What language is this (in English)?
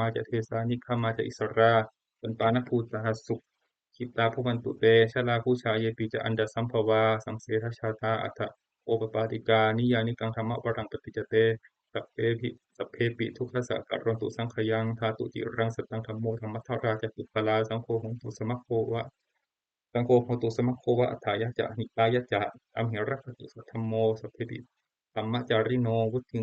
Pali